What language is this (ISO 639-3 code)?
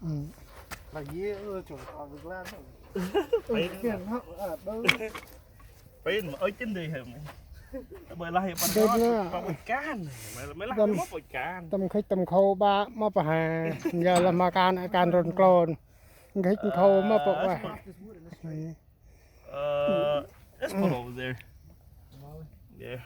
cmo